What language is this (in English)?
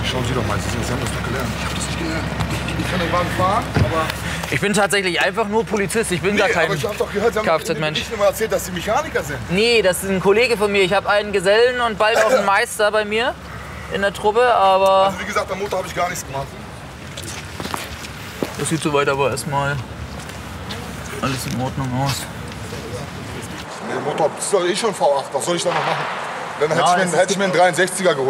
German